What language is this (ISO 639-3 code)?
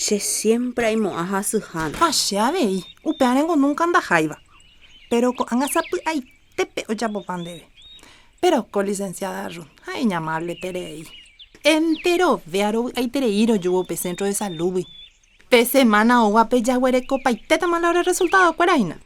grn